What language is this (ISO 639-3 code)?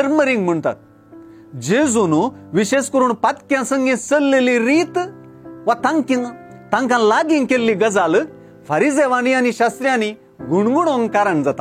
kok